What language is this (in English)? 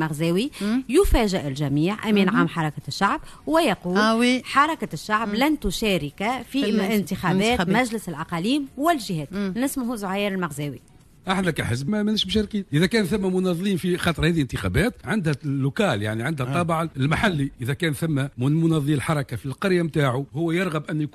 Tunisian Arabic